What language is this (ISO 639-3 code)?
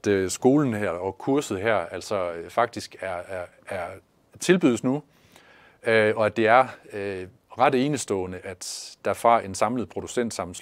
dan